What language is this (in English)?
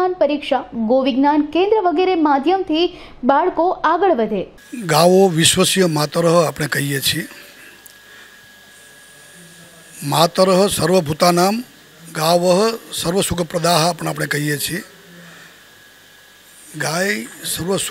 Gujarati